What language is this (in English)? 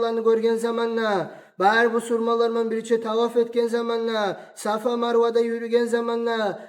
Kumyk